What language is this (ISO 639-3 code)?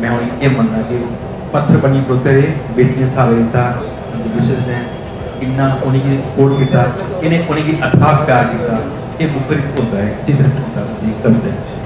doi